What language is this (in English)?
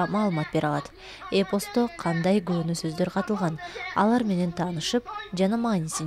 Kyrgyz